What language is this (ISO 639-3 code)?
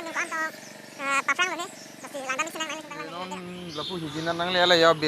mjw